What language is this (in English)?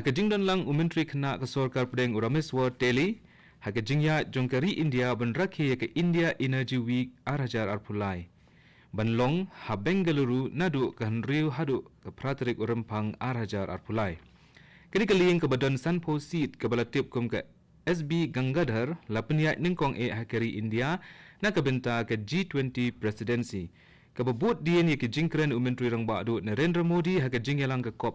Khasi